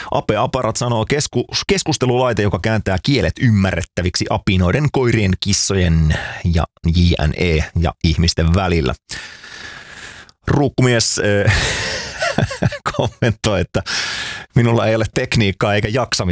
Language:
Finnish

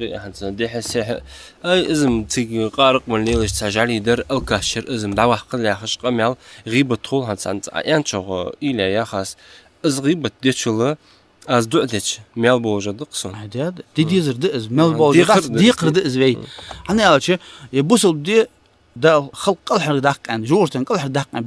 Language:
Ingush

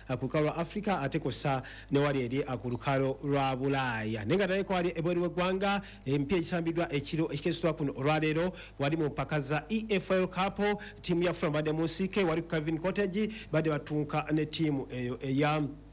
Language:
Ganda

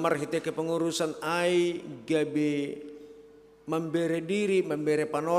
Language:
Batak Simalungun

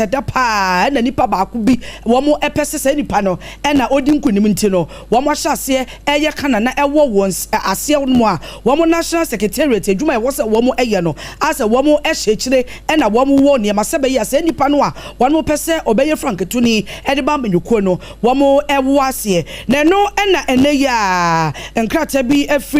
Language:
Akan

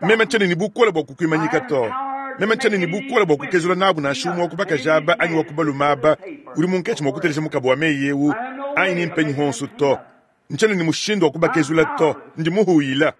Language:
Luba-Lulua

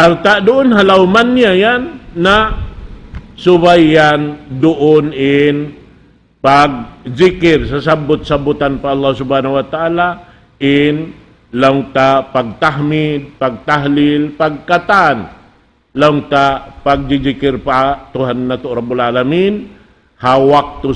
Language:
Tausug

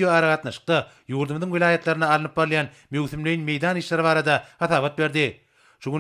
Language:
Turkmen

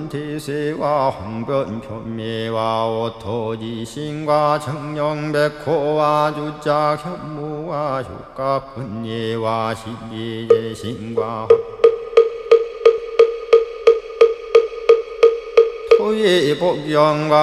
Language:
Korean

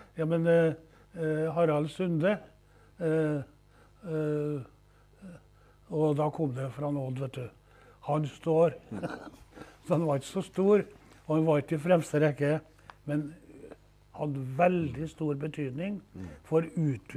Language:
Norwegian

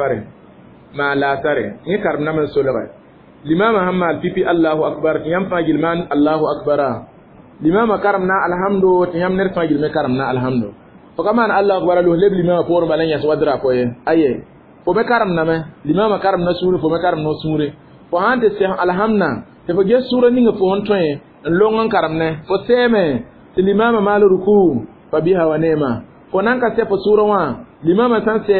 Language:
Mossi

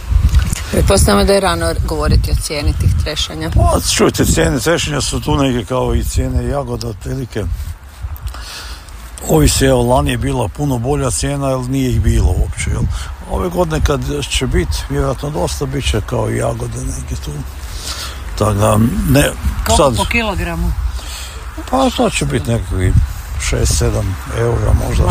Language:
Croatian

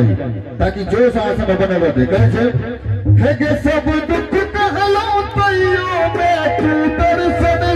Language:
Maithili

